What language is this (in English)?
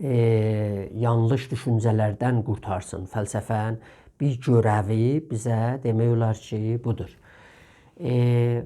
South Azerbaijani